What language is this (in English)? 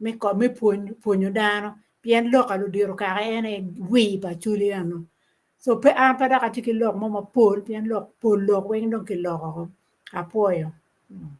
Acoli